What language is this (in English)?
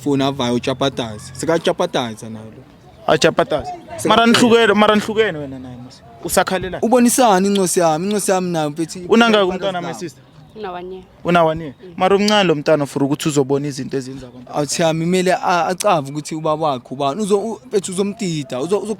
Zulu